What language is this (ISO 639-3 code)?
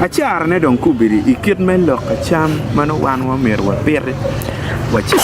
ach